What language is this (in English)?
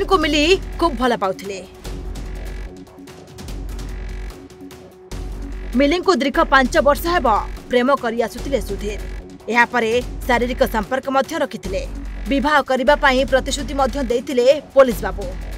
Odia